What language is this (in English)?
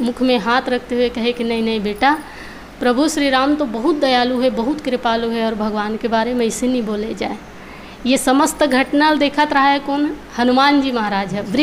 Chhattisgarhi